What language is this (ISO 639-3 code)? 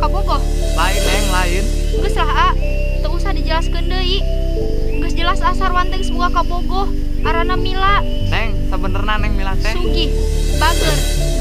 sun